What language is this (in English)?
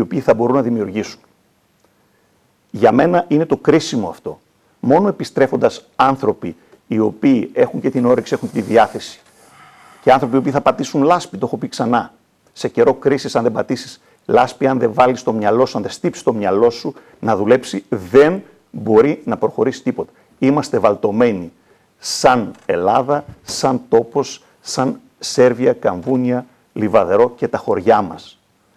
Greek